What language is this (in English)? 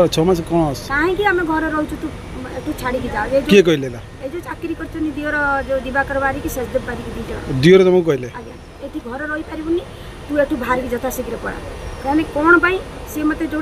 Odia